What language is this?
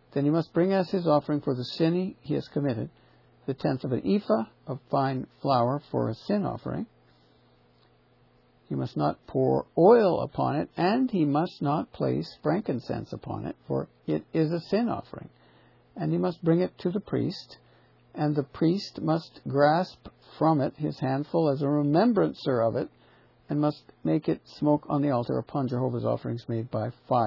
English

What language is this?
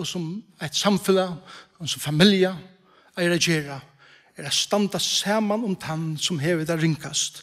Faroese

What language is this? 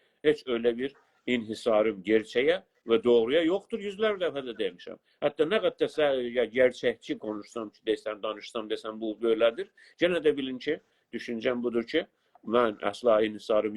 South Azerbaijani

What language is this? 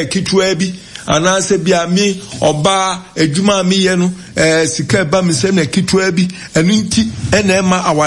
Akan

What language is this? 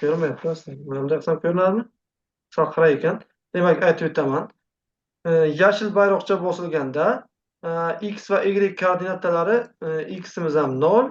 Uzbek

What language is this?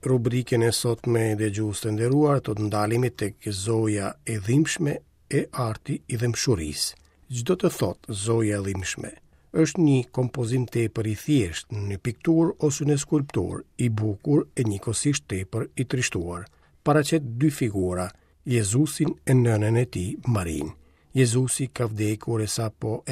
Albanian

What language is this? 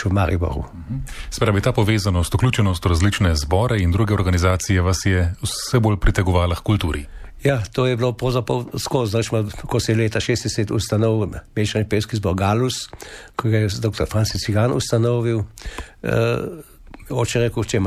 Slovenian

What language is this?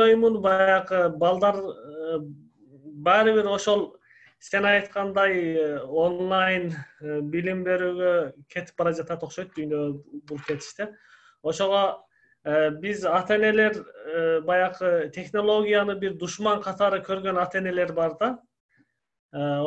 Kyrgyz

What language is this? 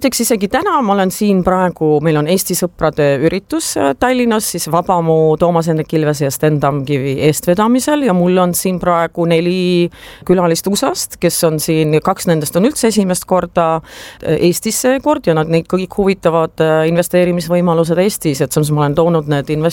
Estonian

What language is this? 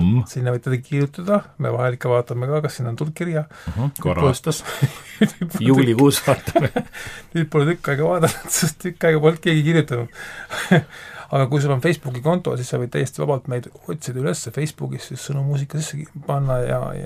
Estonian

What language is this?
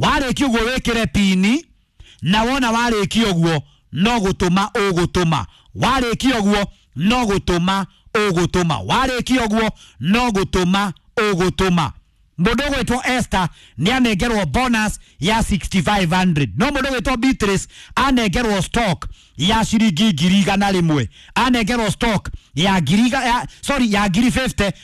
Kikuyu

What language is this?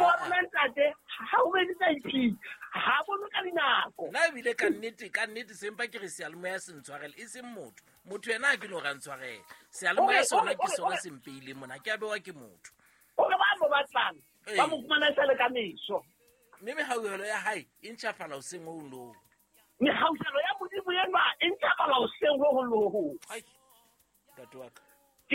Southern Sotho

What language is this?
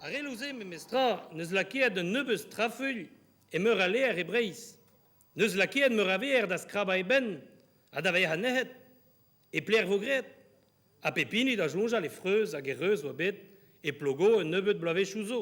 Breton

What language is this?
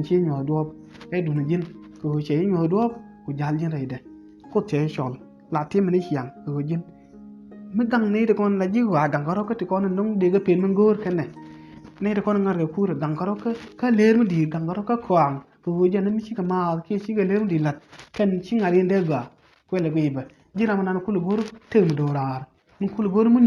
Nuer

